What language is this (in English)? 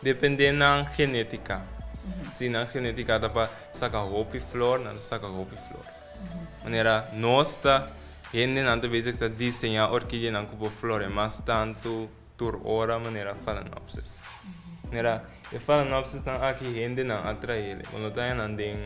Papiamento